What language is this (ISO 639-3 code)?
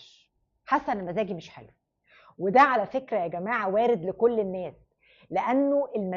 arz